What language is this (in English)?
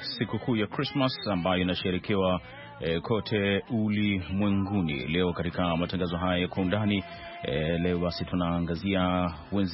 Swahili